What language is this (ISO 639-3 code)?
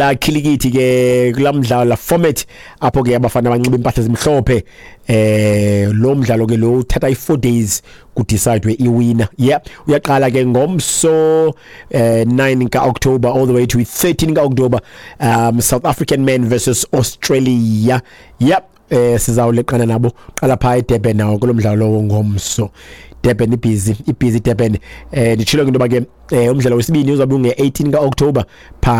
xho